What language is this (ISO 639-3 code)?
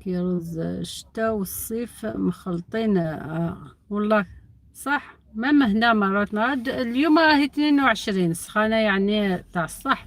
arq